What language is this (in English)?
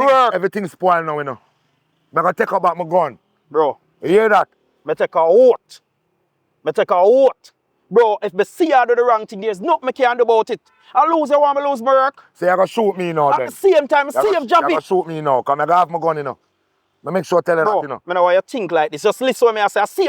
Jamaican Creole English